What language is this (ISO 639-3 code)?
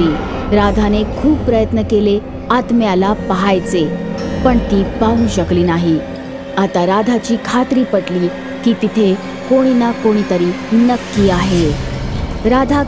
mar